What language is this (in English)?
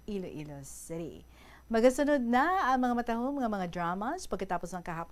Hiligaynon